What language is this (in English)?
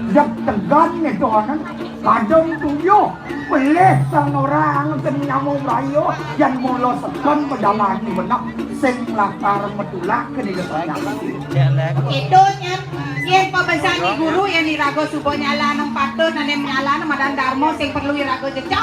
Balinese